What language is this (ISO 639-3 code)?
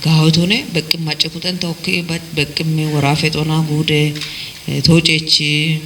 kbr